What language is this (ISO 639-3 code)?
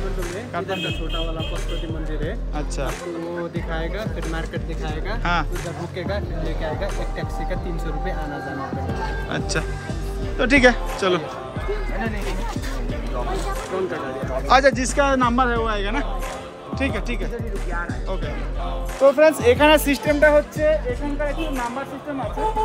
hin